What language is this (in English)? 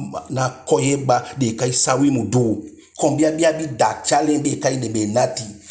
Eastern Maroon Creole